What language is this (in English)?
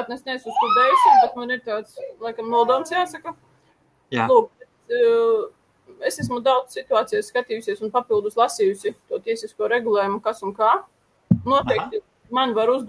Latvian